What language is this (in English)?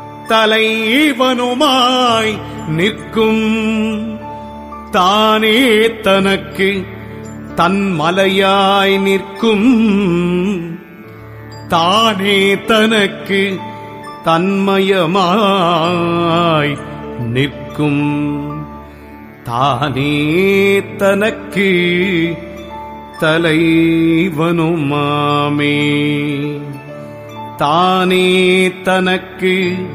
Tamil